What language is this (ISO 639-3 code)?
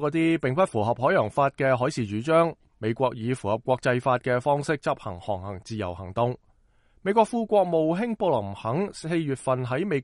yue